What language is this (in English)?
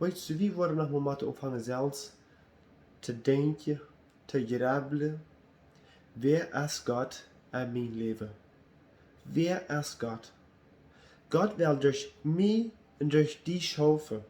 Plautdietsch